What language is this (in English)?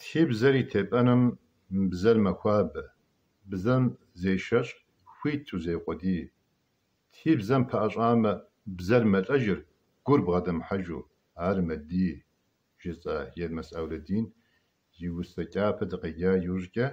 Kabardian